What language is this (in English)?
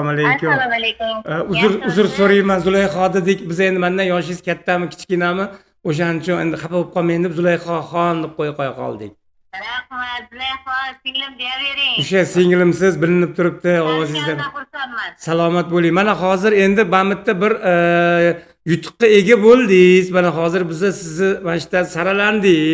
Uzbek